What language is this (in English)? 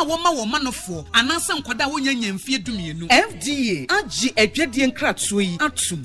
Akan